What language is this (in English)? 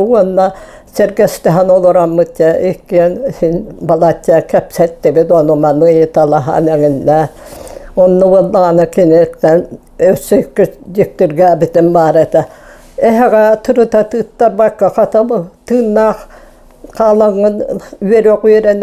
Yakut